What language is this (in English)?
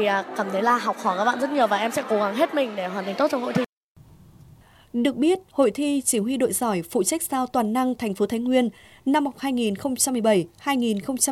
Vietnamese